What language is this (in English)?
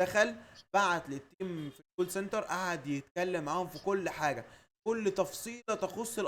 Egyptian Arabic